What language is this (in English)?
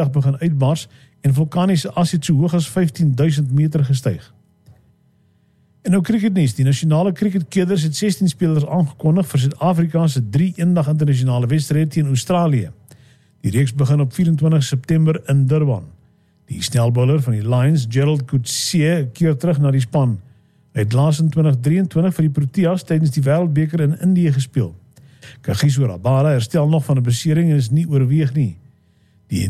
Afrikaans